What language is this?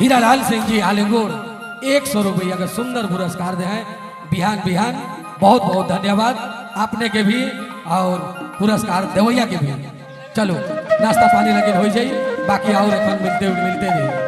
Sadri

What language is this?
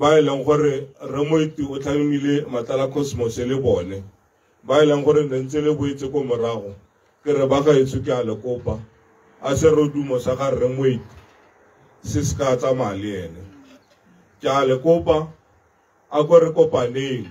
Tswana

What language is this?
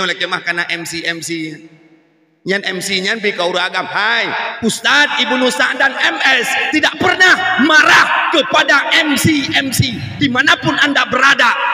Achinese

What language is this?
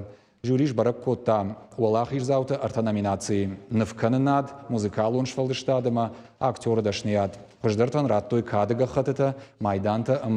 Ossetic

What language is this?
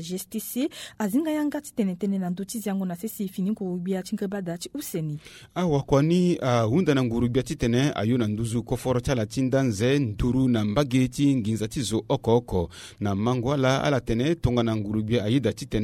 Sango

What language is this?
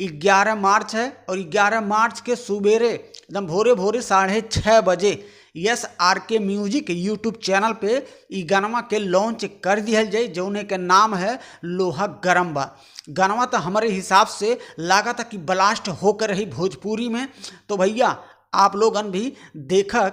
Bhojpuri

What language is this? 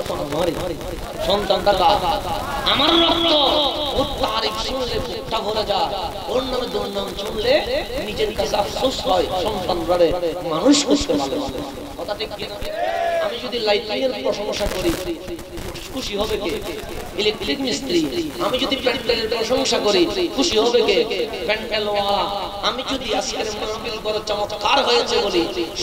Bangla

